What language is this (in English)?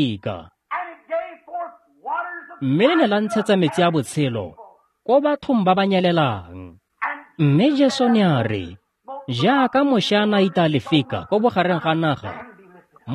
Tswana